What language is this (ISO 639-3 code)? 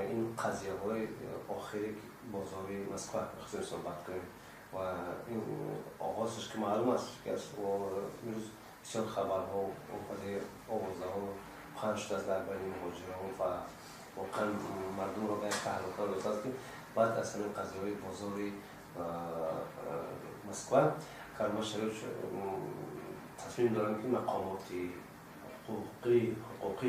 tgk